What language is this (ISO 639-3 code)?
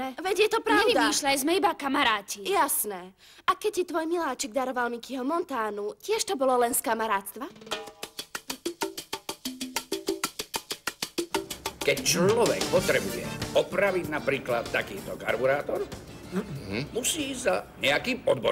slk